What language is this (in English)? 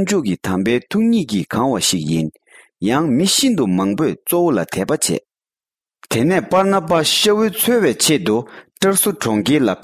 Tibetan